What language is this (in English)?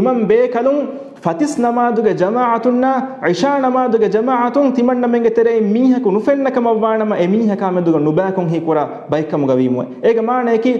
Divehi